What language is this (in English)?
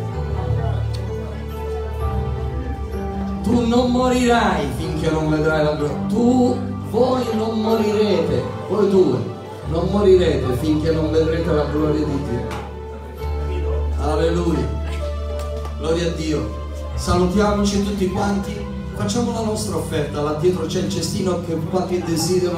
Italian